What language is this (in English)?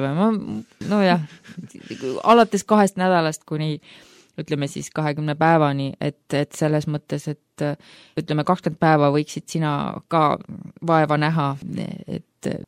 Estonian